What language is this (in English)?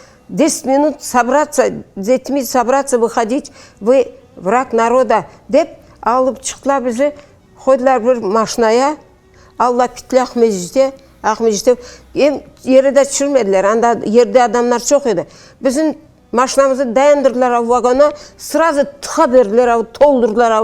Crimean Tatar